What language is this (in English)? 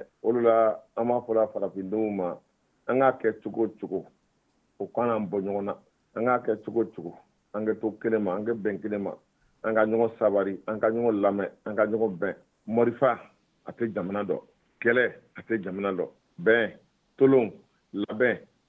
Bambara